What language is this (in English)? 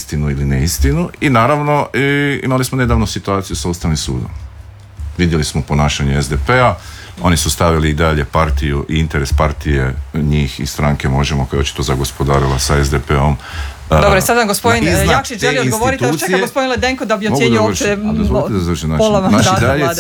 Croatian